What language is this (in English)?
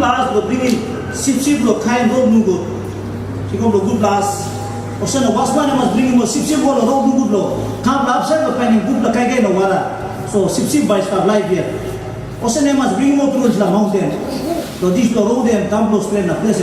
Tok Pisin